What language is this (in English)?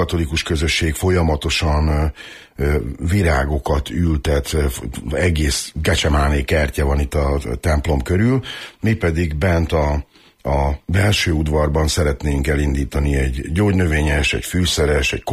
Hungarian